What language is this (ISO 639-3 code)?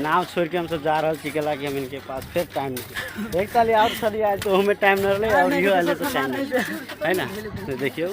mai